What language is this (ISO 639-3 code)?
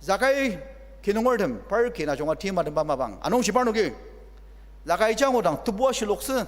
njo